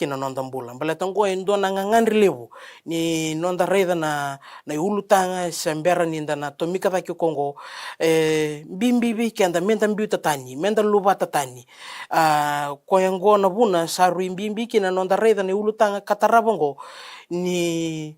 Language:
Fijian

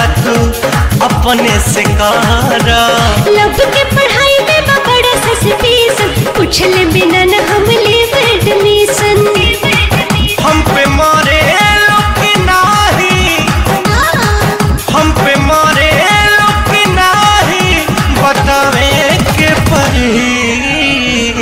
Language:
Bhojpuri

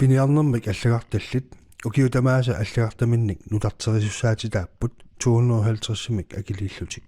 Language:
Kalaallisut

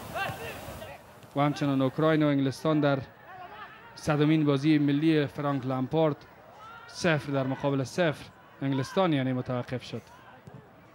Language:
Persian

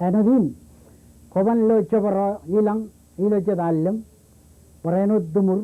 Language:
Marshallese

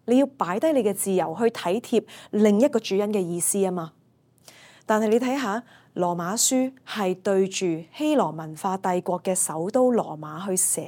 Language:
Cantonese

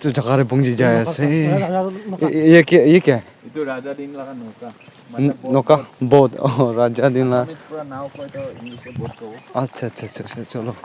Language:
Naga Pidgin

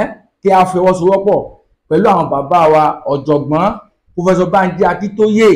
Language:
Yoruba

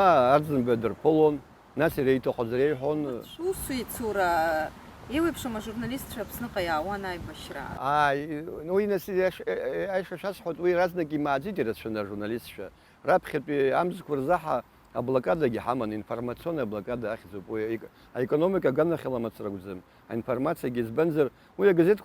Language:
Abkhazian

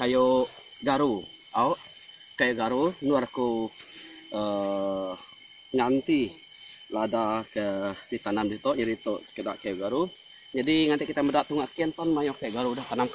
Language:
Iban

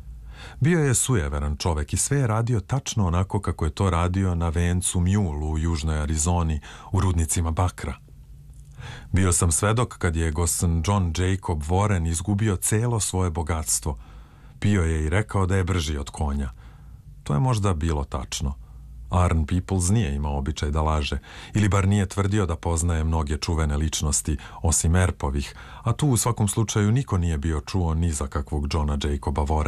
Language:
Serbian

